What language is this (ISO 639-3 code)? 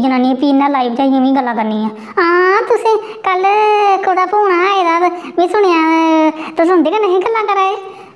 doi